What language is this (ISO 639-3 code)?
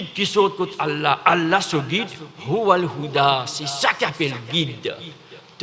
mfe